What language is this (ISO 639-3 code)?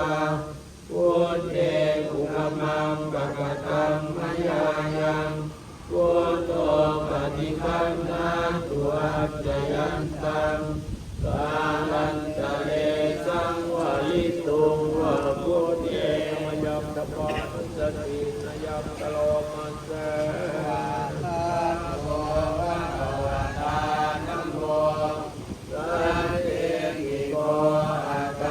pli